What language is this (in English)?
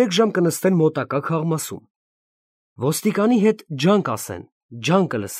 Armenian